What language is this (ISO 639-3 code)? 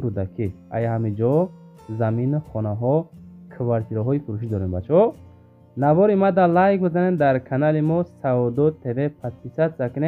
tgk